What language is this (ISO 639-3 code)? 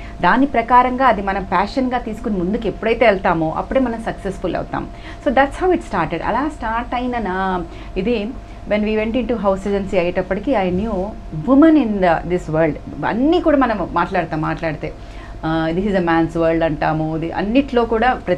tel